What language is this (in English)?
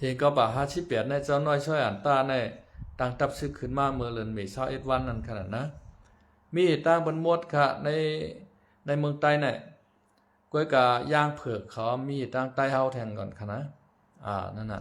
Shan